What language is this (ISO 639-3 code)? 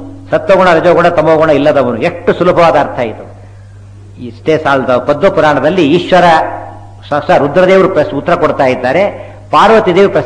kan